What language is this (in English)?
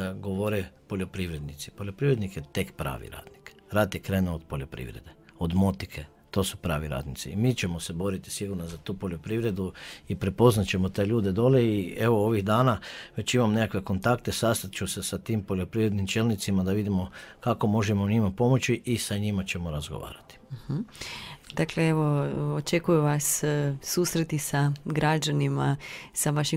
Croatian